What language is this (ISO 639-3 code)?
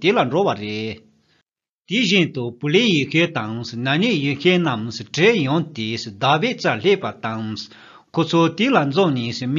bod